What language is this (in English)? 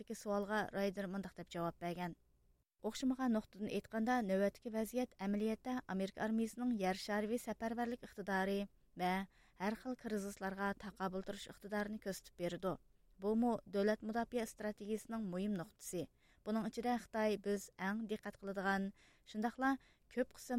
Uyghur